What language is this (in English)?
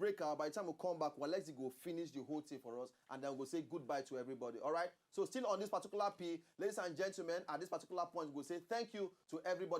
Nigerian Pidgin